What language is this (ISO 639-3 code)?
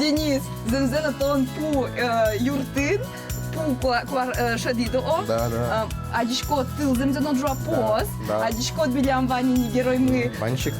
udm